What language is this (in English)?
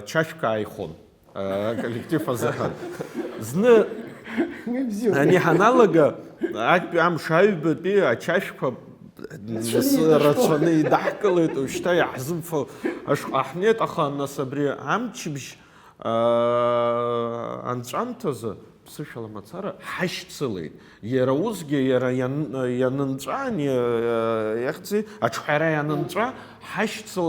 Abkhazian